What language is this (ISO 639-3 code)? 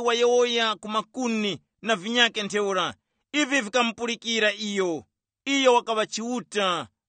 tum